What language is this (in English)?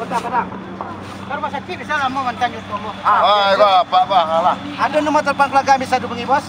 Minangkabau